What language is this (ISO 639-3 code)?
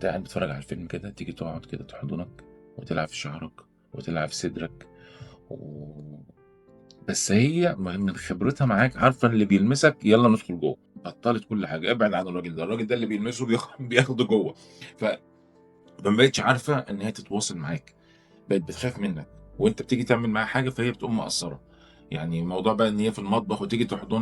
arz